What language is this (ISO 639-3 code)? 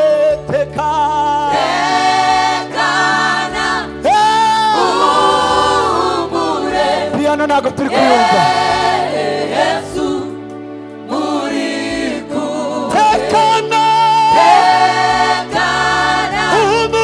kin